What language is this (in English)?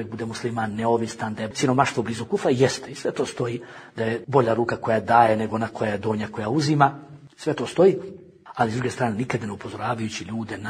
Bosnian